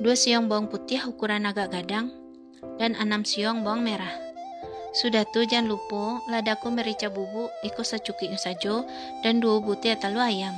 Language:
Minangkabau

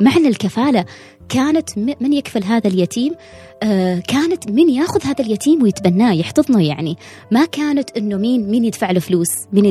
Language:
Gulf Arabic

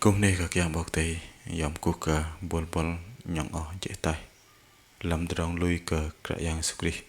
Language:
Bahnar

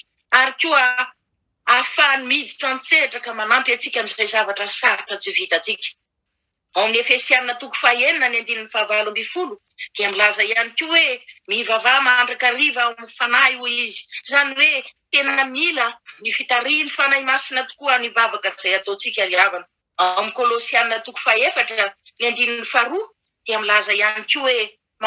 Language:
Malagasy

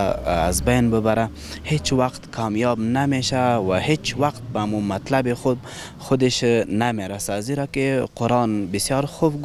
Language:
Persian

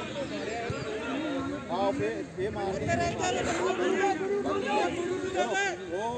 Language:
Punjabi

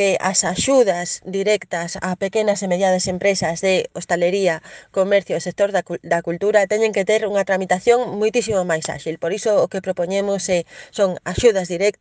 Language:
Galician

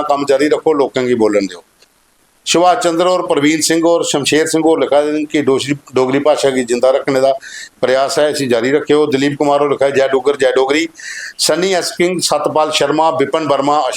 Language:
Dogri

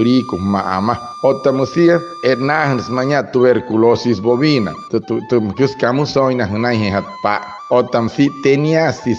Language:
Wayuu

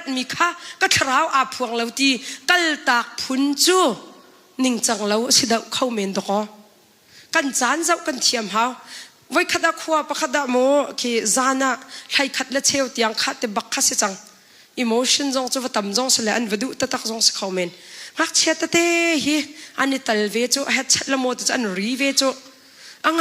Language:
Hakha Chin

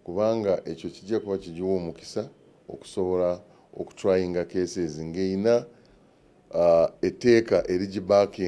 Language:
Ganda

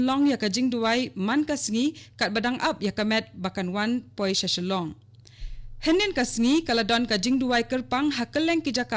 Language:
Khasi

